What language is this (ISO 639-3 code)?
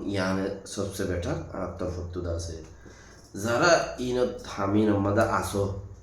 rhg